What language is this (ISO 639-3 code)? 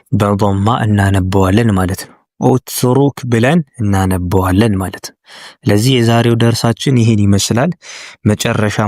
amh